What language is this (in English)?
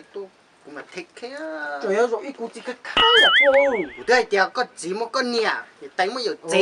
Hmong